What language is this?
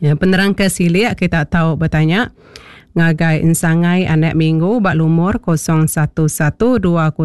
Iban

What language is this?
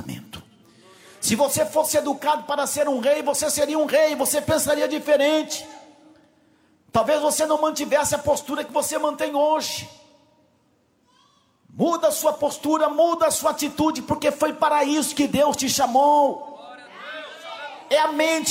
Portuguese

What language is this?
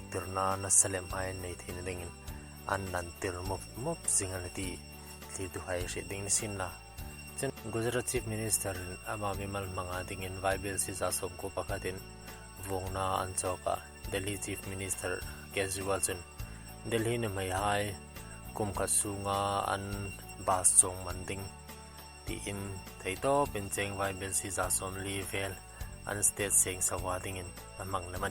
Hmar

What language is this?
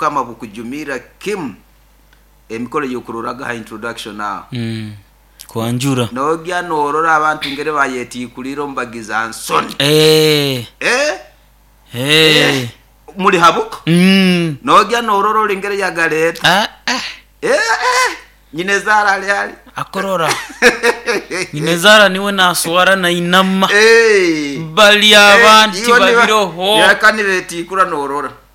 Nyoro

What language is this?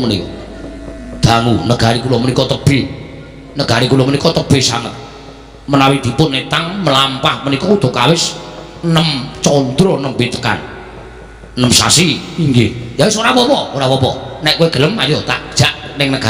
Javanese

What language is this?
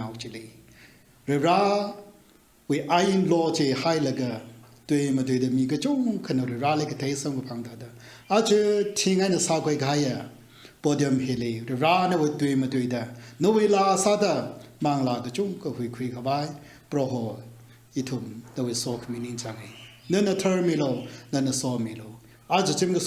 Tangkhul Naga (India)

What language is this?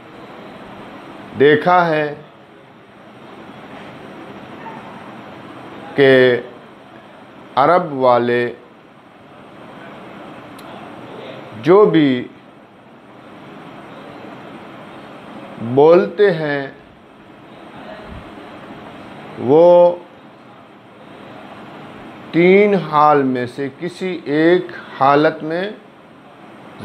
Hindi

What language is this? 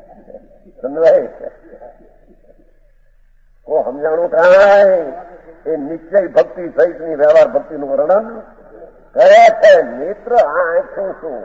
Gujarati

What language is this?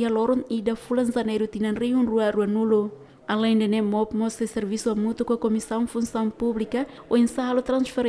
Tetum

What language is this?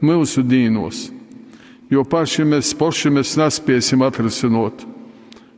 Latgalian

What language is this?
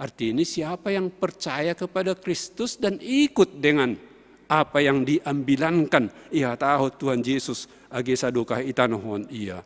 Batak Simalungun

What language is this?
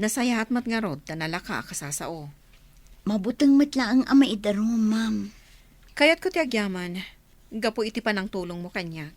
Iloko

